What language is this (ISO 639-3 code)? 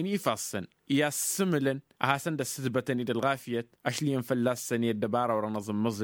taq